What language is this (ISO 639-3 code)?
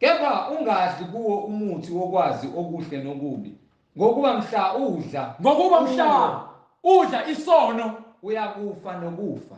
zul